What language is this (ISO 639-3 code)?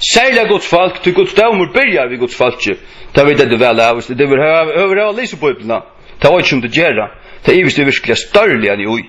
fao